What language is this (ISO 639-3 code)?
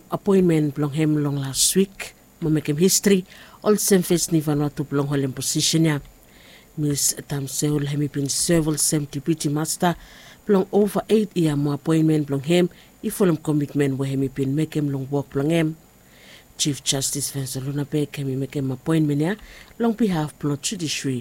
bis